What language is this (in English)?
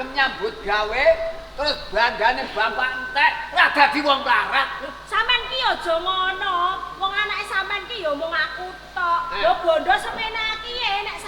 Javanese